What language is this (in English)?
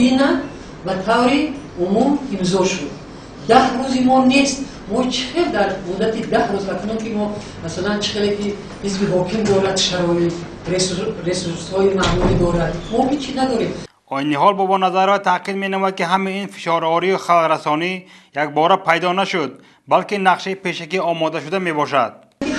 Tajik